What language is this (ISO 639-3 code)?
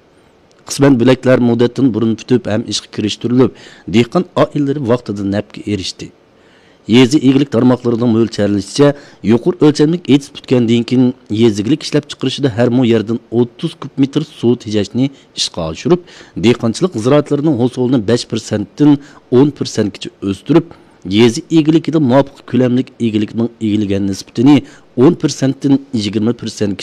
uig